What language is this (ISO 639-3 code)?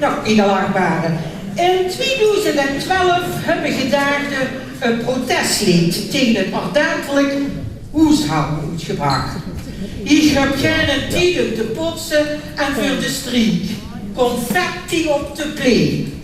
lim